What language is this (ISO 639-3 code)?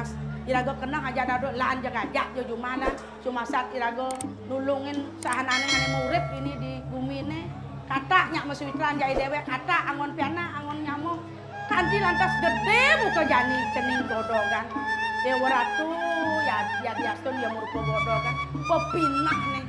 ban